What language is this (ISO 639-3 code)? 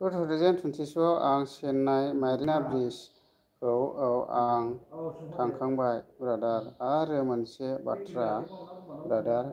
brx